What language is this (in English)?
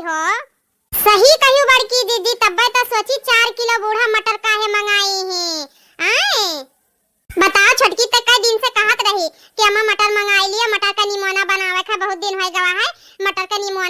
Awadhi